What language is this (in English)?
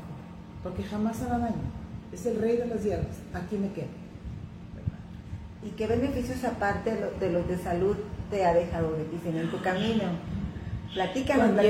Spanish